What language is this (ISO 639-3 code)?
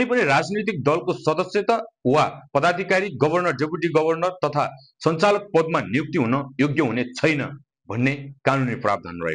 nep